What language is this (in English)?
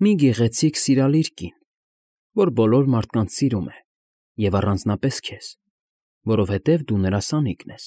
Armenian